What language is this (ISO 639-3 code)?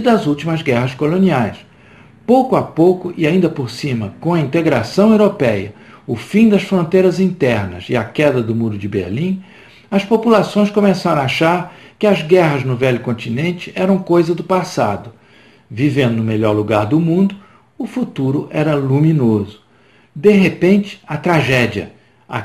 por